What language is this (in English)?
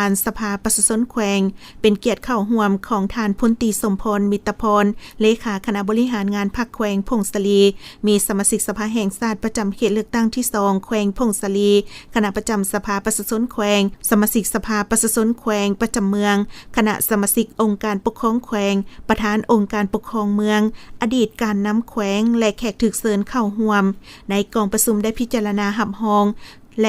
Lao